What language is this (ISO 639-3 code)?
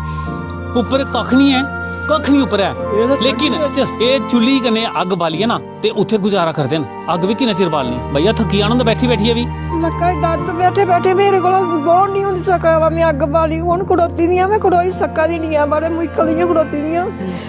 doi